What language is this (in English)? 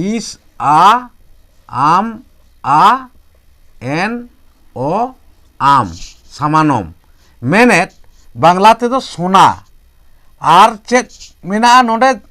Santali